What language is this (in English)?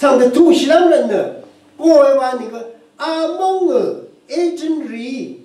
Rawang